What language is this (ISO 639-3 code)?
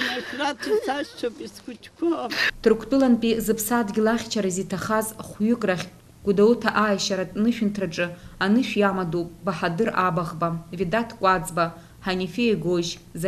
abk